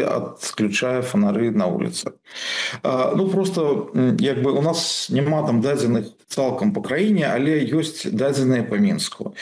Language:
Belarusian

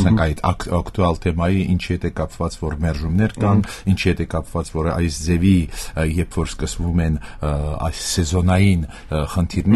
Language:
Armenian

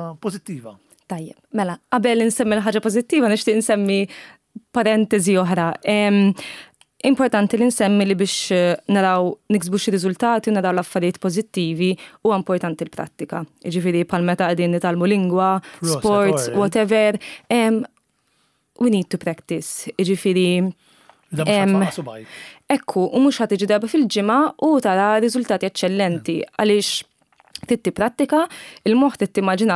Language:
Maltese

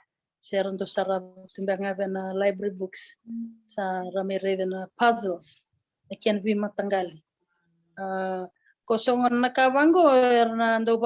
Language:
Fijian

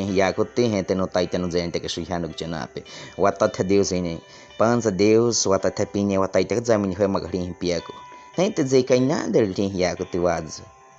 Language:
Baniwa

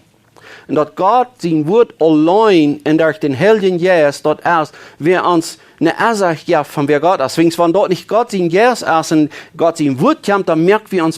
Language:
Plautdietsch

